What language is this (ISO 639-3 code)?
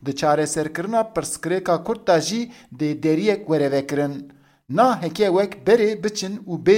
kur